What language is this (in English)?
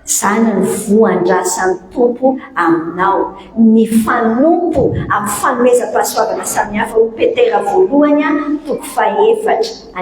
Malagasy